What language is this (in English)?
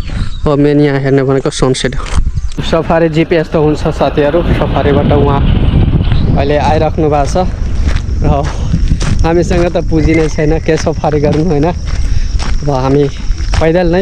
Nepali